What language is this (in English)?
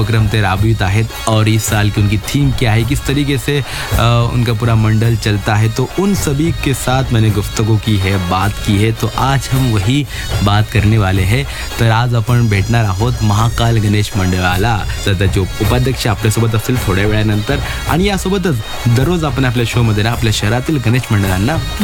Marathi